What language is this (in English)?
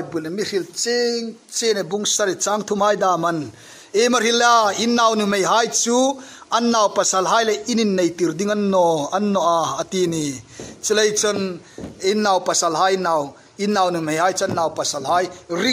Hmar